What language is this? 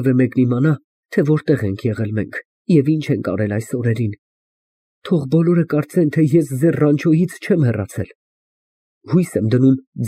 Armenian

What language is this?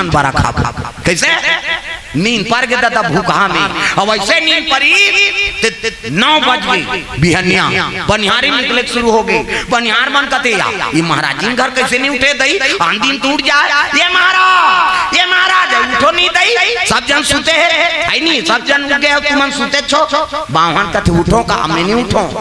Chhattisgarhi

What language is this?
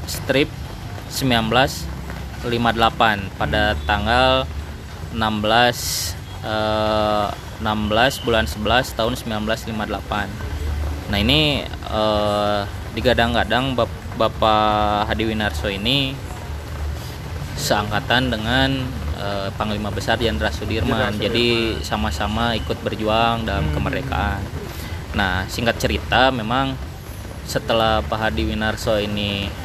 Indonesian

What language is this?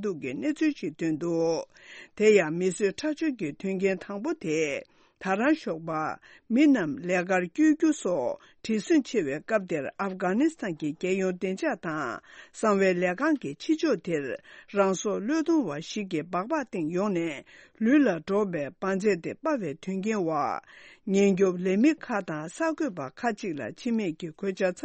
Tibetan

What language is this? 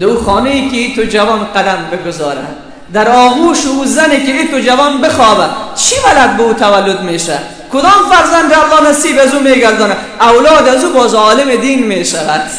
Persian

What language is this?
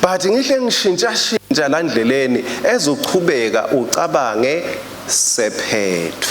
Swati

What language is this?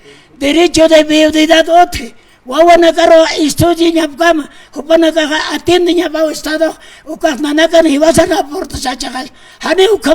Aymara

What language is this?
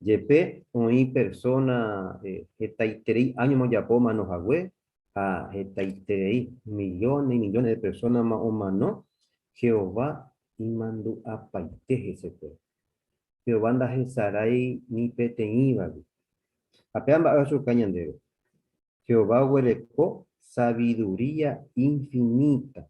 Guarani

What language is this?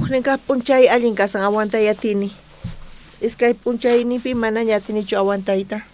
South Bolivian Quechua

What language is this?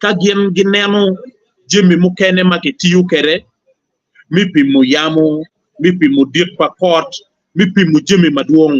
Acoli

